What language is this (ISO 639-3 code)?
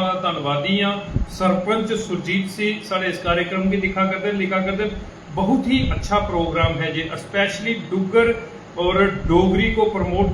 doi